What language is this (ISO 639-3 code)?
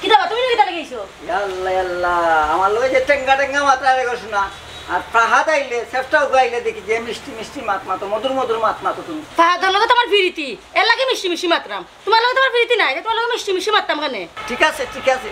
syl